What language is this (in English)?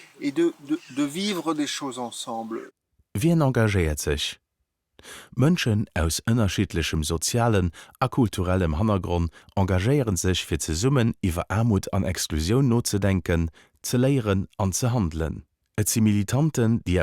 Luxembourgish